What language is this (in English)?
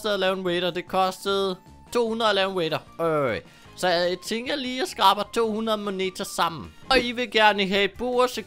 Danish